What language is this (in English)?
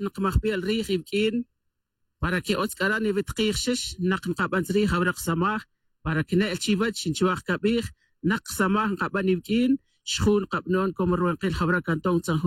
Tz'utujil